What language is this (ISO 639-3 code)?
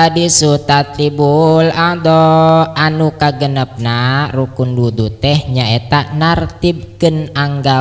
sun